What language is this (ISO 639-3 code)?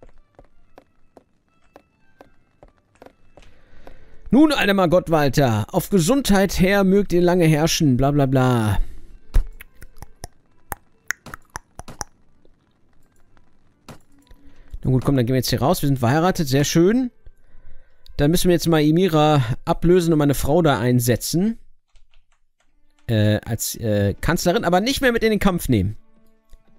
deu